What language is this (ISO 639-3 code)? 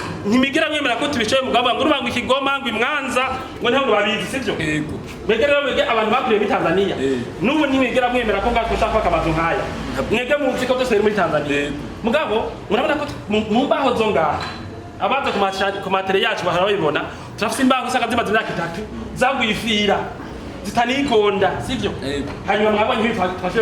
run